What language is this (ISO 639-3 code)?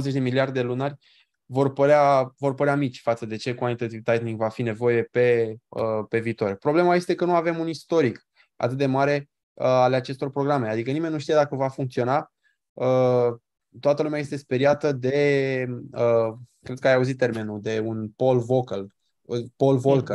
ron